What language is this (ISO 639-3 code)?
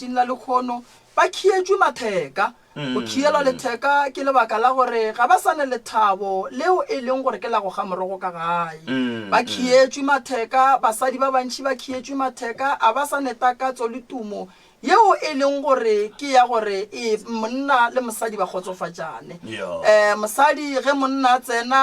nso